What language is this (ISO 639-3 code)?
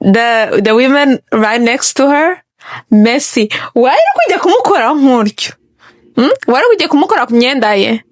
kin